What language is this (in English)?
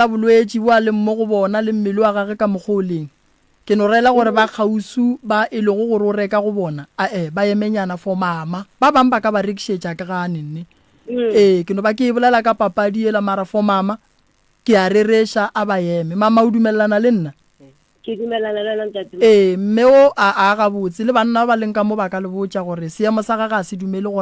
Northern Sotho